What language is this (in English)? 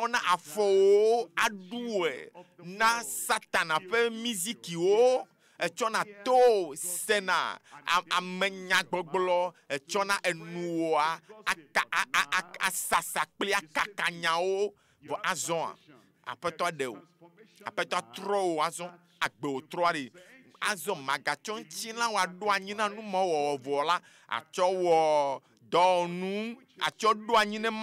Ewe